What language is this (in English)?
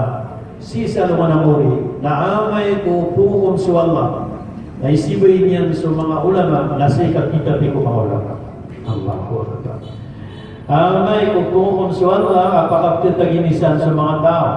Maranao